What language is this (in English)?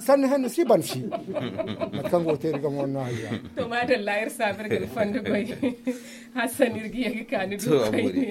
Zarma